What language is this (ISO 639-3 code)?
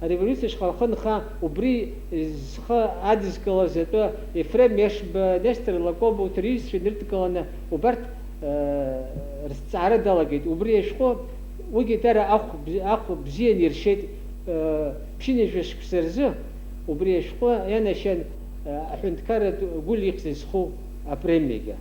abk